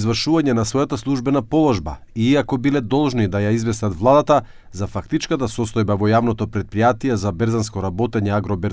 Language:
Macedonian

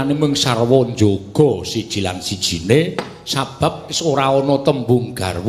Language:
Javanese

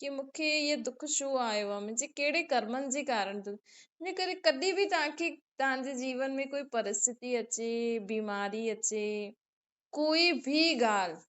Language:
Sindhi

